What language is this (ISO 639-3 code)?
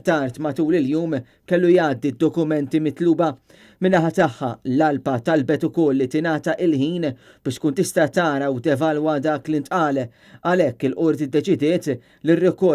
mlt